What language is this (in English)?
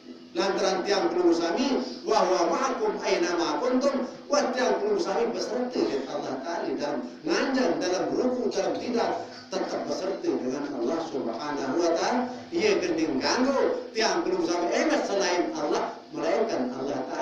Sasak